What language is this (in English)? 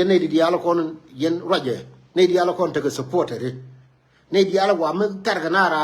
Nuer